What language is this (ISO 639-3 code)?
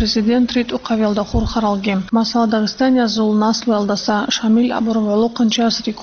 ava